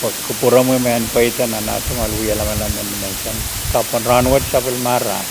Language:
Pohnpeian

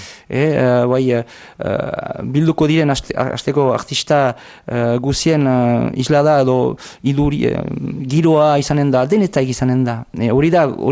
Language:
Basque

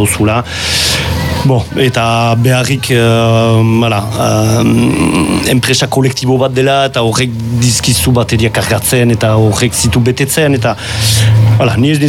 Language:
Basque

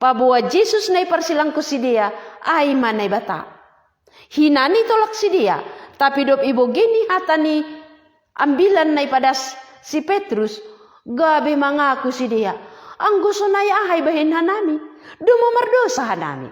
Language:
Batak Simalungun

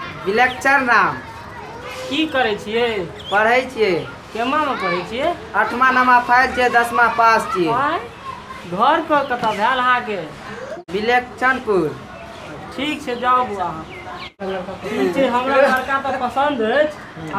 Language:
Maithili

